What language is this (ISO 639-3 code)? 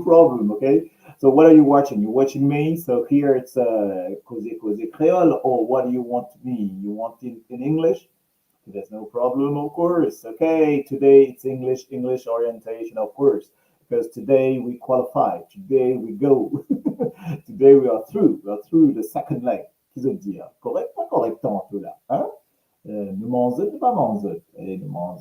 mfe